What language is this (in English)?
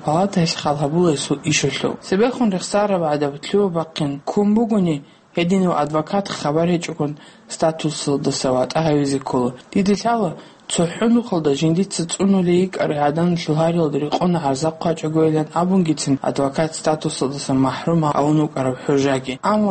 Avaric